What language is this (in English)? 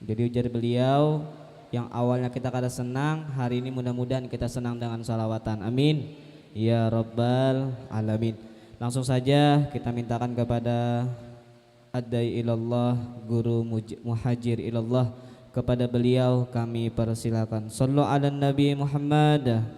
Banjar